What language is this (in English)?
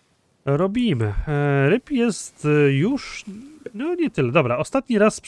Polish